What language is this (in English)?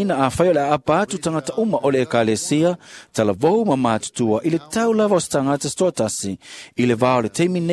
Samoan